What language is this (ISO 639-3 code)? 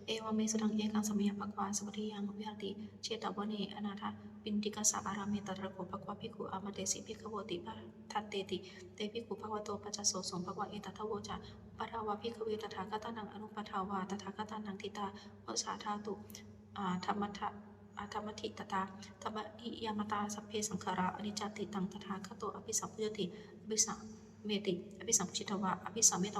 pli